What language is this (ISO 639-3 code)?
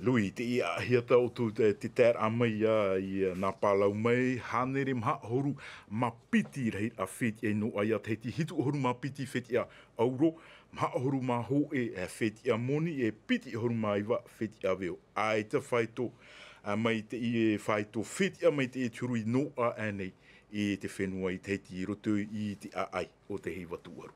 tah